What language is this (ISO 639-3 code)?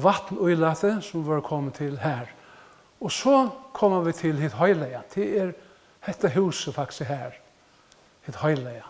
fao